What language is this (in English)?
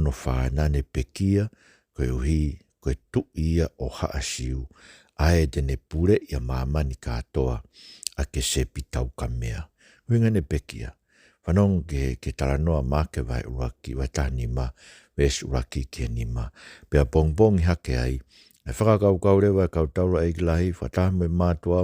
Tongan